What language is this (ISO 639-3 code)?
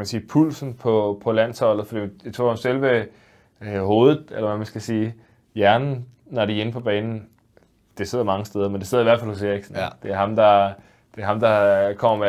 dan